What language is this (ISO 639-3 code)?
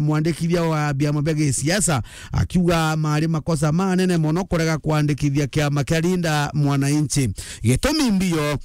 mer